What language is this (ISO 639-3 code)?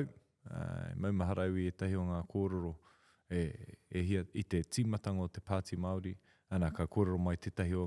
mri